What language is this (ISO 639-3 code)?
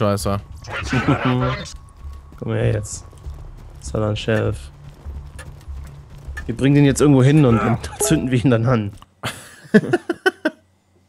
deu